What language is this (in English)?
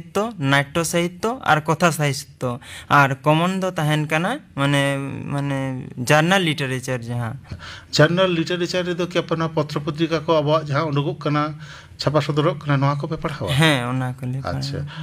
Santali